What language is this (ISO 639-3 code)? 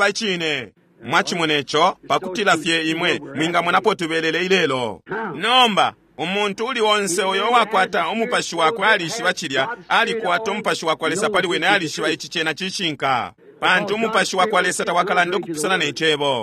bem